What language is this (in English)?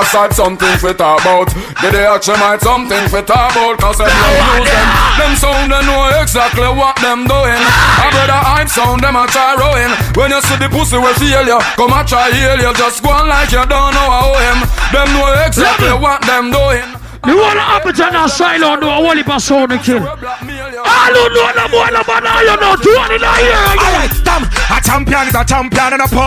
Jamaican Creole English